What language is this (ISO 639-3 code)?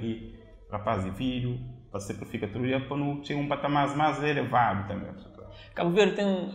kea